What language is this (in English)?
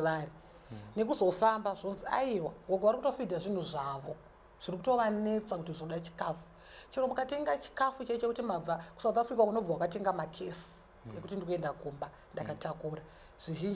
Shona